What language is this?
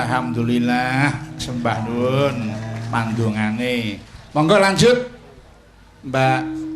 Javanese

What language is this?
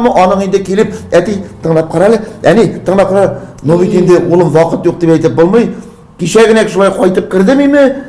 Tatar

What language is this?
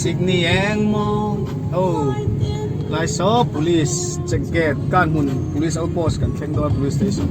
Mizo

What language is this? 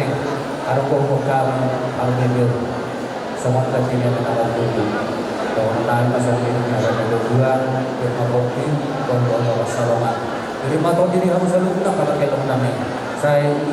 Batak Toba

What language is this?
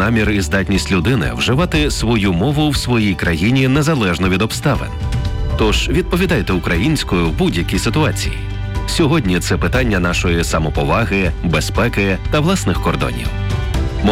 Ukrainian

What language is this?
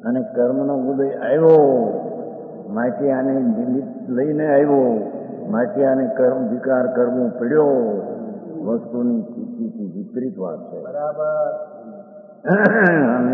Gujarati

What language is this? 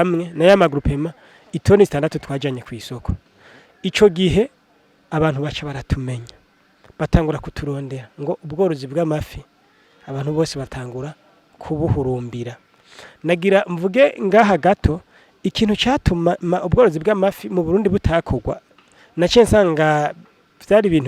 Rundi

